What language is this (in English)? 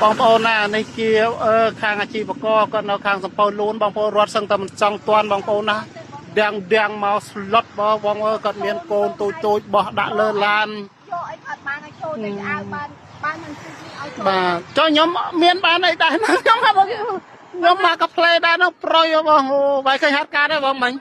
Khmer